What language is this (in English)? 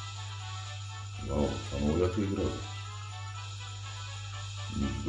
Bulgarian